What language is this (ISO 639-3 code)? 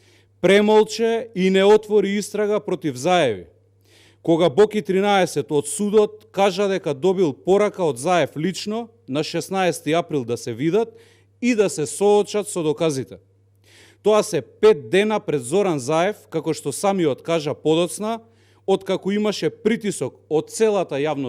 mkd